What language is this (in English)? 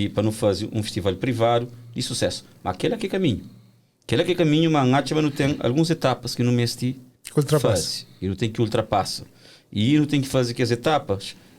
Kabuverdianu